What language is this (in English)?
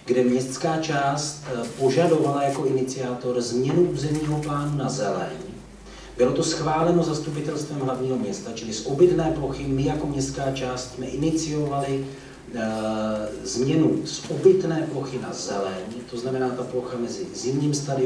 Czech